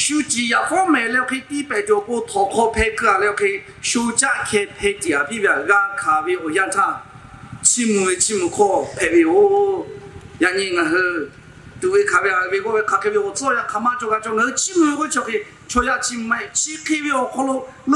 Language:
Lahu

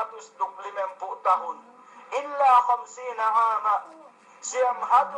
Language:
Yakan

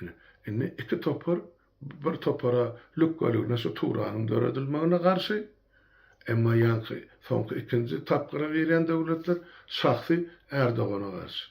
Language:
Turkmen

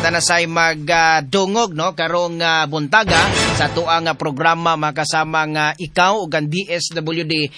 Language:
Cebuano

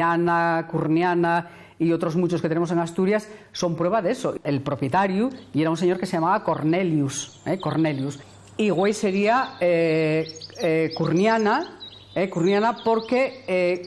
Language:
Asturian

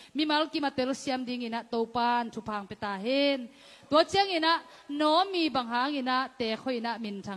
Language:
Tedim Chin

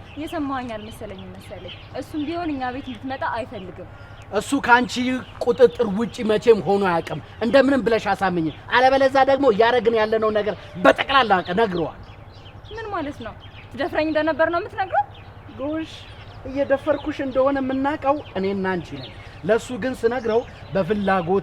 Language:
Amharic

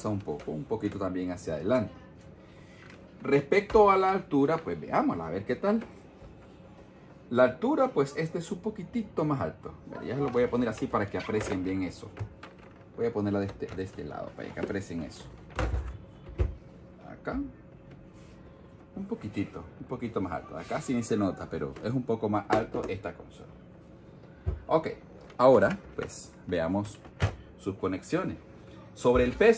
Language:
Spanish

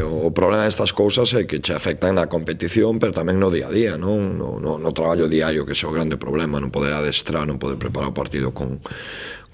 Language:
Galician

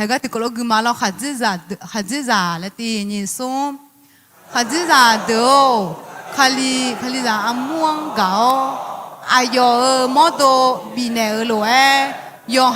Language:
Akha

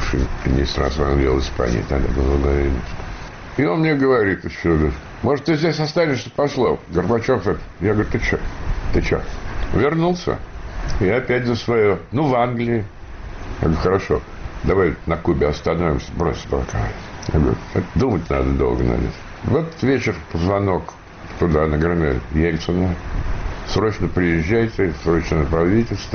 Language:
Russian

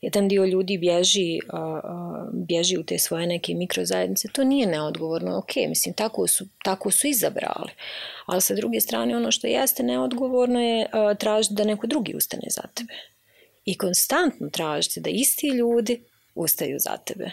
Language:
Bosnian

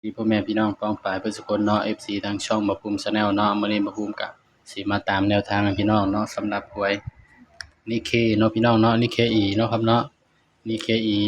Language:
Northeastern Thai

